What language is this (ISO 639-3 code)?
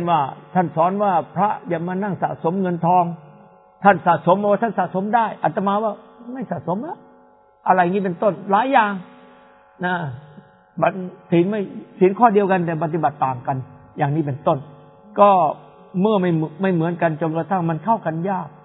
tha